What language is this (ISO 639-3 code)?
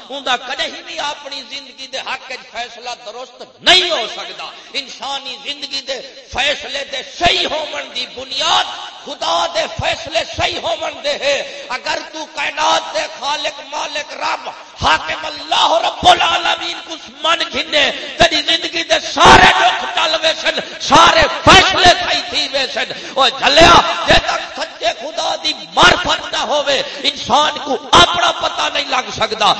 skr